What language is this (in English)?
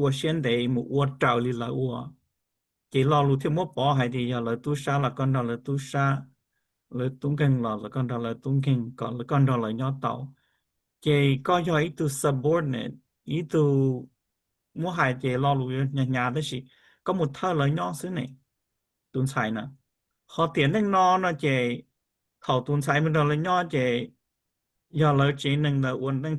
Hmong